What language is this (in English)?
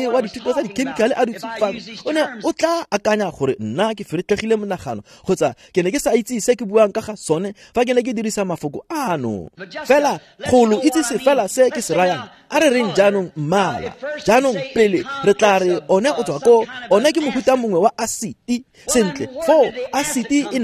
Tswana